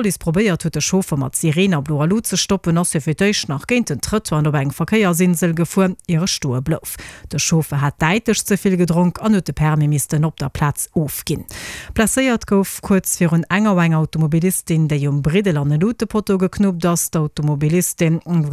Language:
Luxembourgish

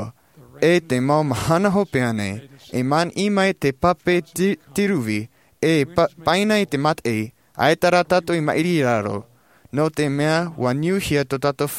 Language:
Tahitian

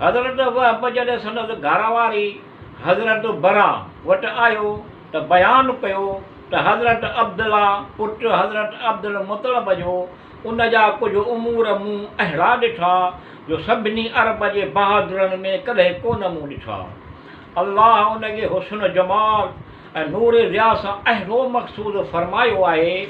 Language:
Sindhi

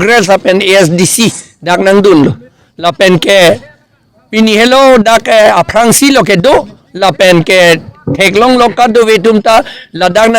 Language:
Karbi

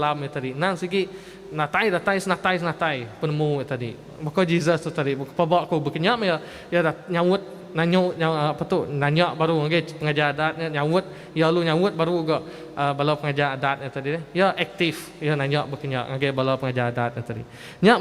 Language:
Iban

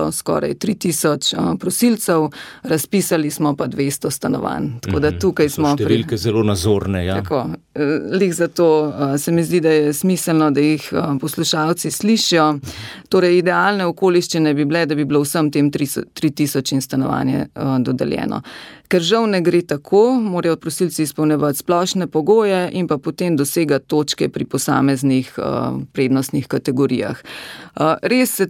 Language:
Slovenian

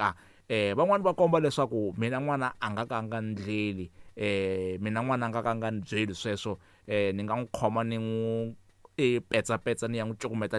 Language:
Tsonga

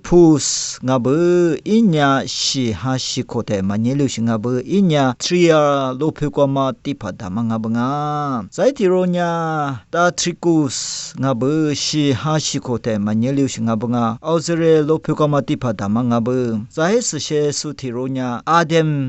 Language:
Lisu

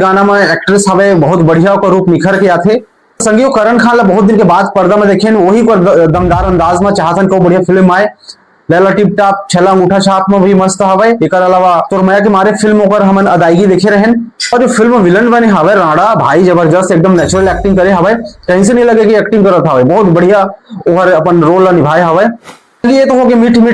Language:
Chhattisgarhi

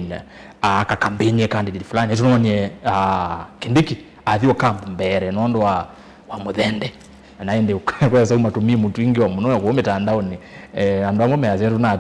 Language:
Kamba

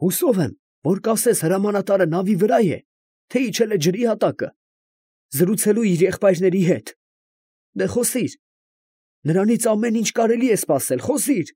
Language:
Armenian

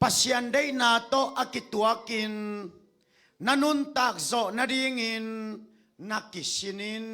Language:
Tedim Chin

